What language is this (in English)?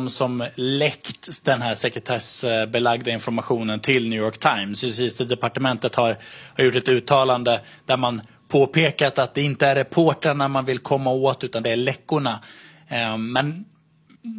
Swedish